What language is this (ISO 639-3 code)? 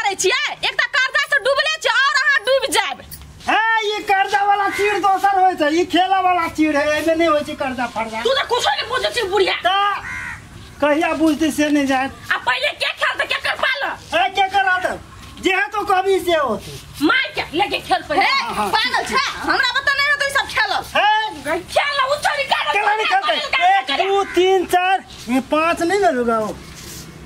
mai